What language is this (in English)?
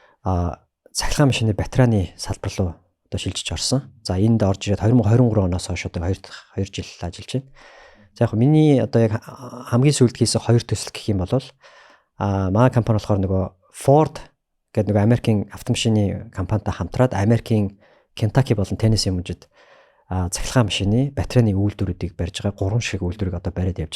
Mongolian